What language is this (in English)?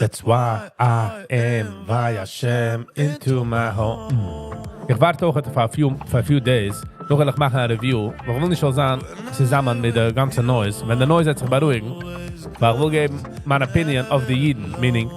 Yiddish